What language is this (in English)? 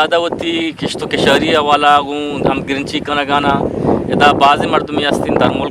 Eastern Balochi